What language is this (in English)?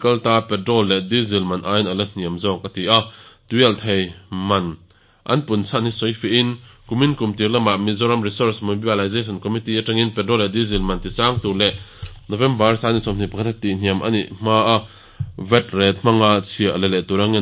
Mizo